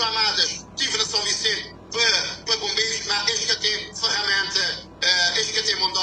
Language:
Kabuverdianu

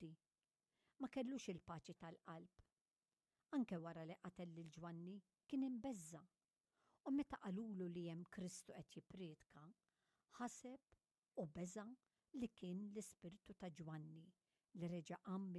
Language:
Maltese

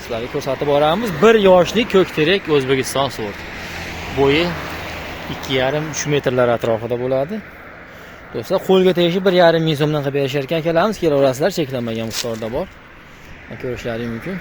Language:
Uzbek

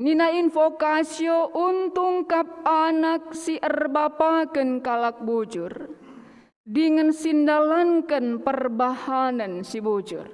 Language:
Batak Karo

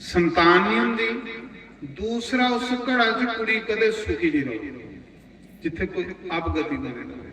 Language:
Dogri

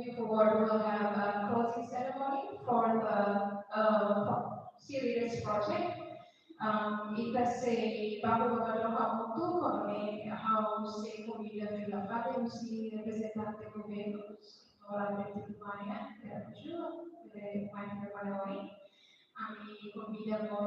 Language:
Tetum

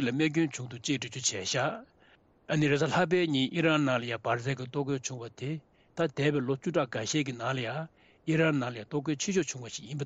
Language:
Tibetan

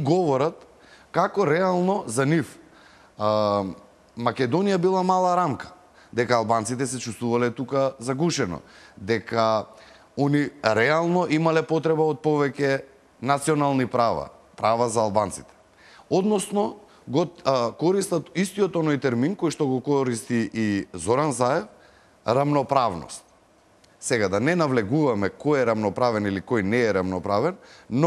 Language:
Macedonian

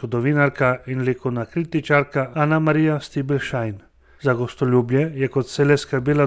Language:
Slovenian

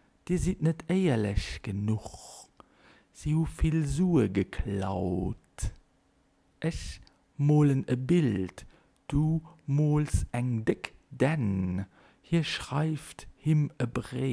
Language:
Luxembourgish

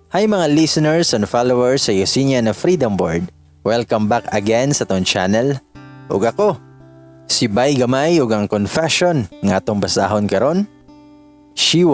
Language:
Cebuano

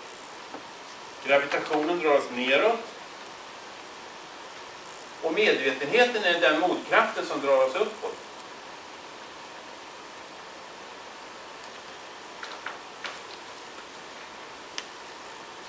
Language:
Swedish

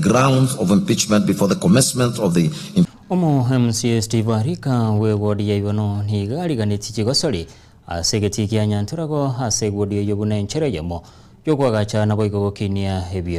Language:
Gusii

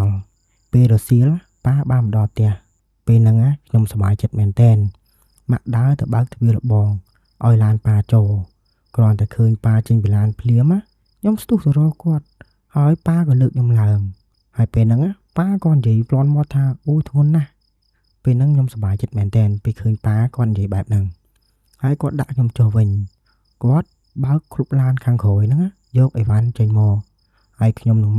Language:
Khmer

